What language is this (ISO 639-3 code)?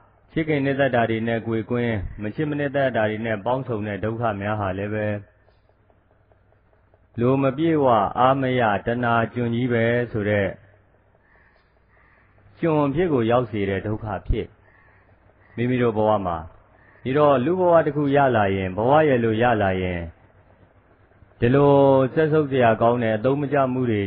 mya